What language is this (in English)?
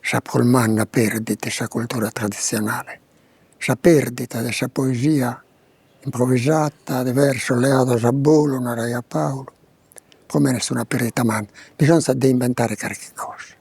Sardinian